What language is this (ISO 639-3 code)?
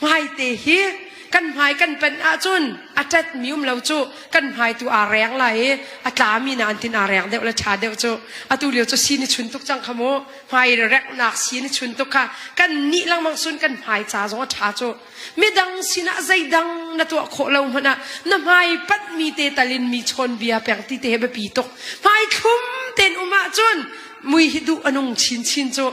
cnh